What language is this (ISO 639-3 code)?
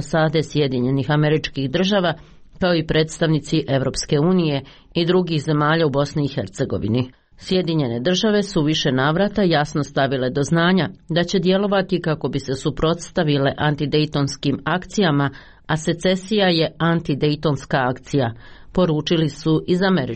hrv